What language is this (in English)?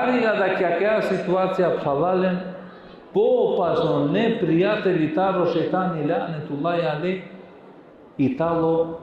Balkan Romani